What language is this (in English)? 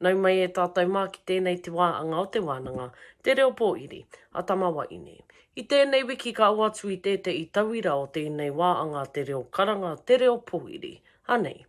Māori